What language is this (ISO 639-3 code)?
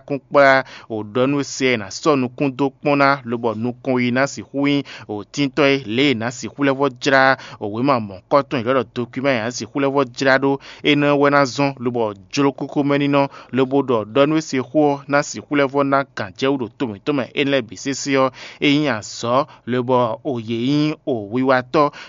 fon